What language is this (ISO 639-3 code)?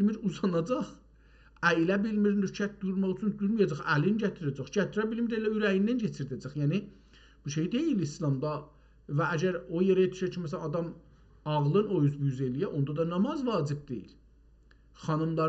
azb